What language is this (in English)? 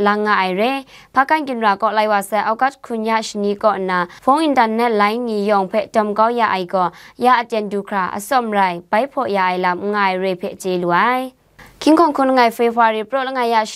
Kachin